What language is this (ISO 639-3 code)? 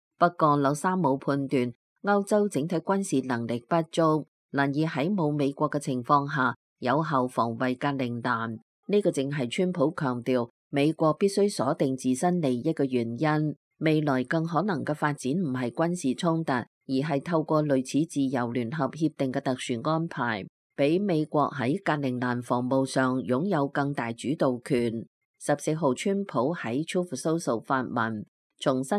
yue